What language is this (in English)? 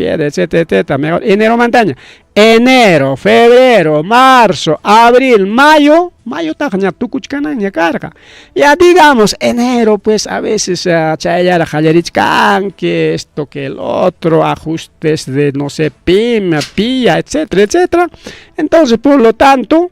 Ayacucho Quechua